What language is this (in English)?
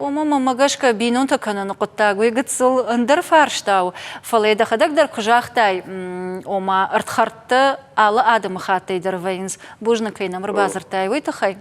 Ossetic